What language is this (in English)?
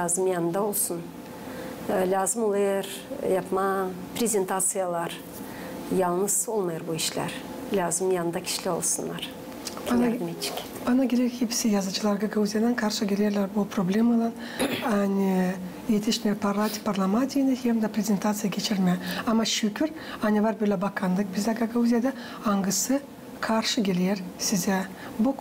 Gagauz